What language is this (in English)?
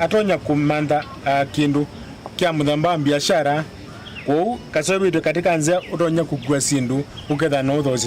Kamba